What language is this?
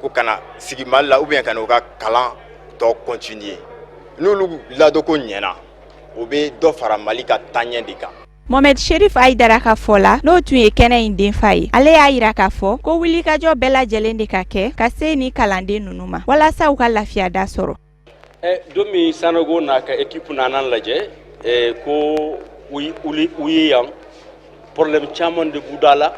Bambara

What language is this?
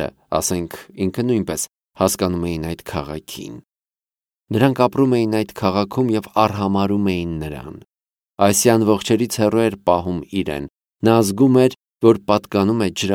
Armenian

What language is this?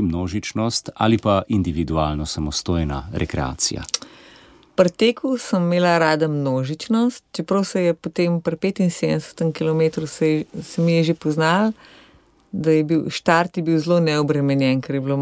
Slovenian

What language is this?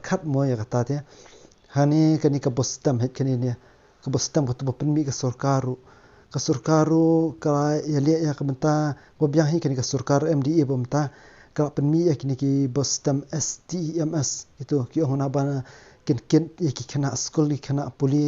Khasi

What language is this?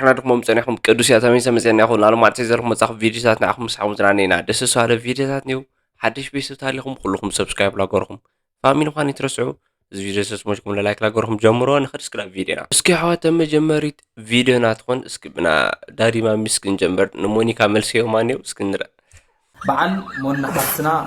Tigrinya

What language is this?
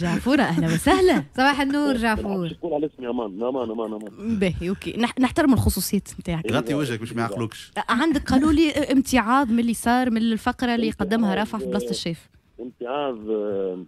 Tunisian Arabic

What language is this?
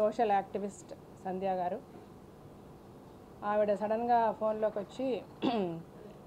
Telugu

